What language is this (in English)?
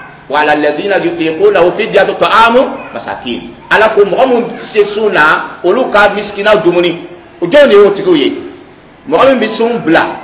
Dyula